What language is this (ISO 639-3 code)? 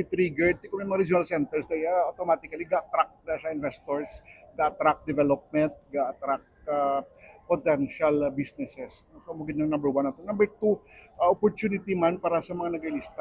hil